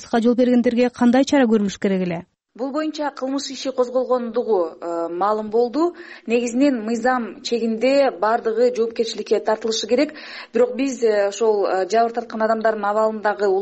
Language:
Kyrgyz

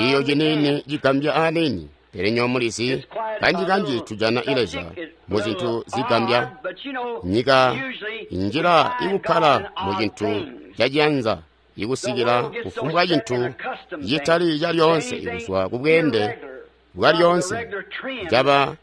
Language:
Tonga (Zambia)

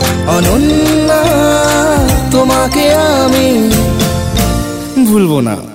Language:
Bangla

